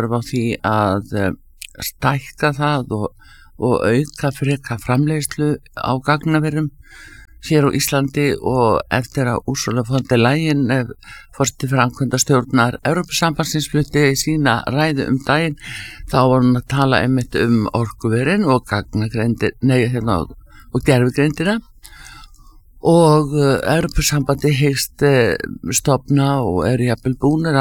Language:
Icelandic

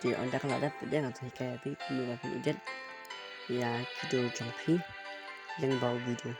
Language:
Khasi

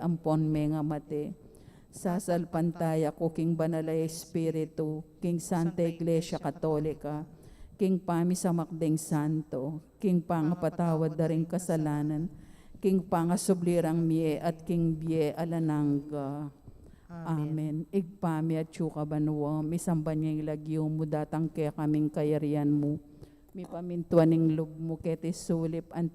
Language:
Pampanga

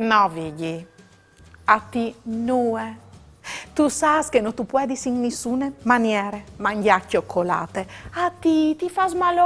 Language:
Friulian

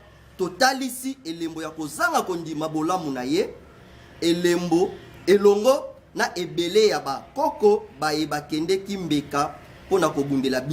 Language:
Lingala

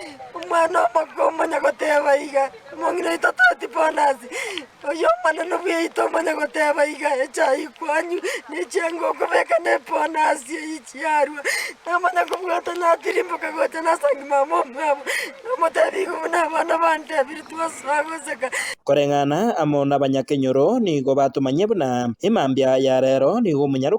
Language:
Gusii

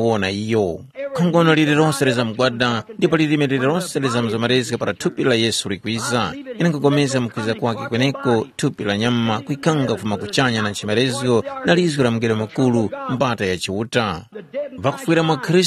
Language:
Tumbuka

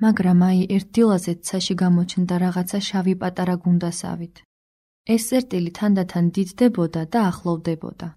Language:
Georgian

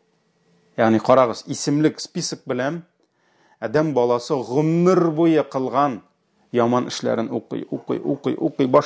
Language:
Tatar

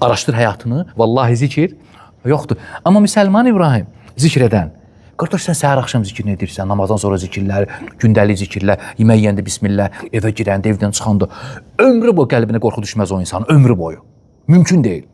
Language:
Azerbaijani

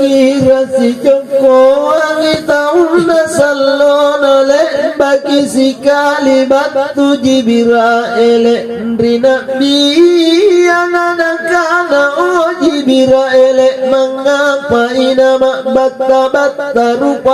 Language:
Makasar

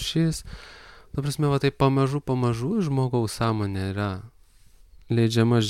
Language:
Lithuanian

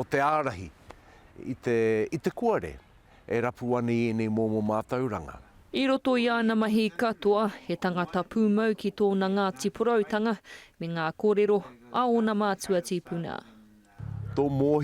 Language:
Māori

